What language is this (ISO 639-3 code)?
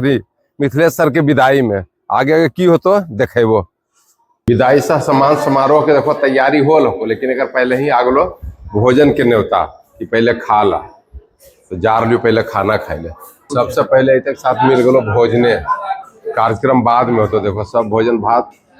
mag